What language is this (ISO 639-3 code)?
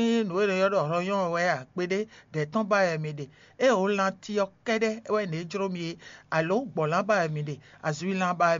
fon